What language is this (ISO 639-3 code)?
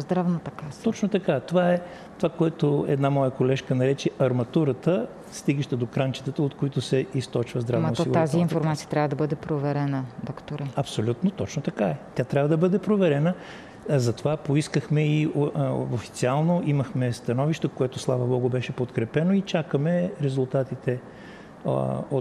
bul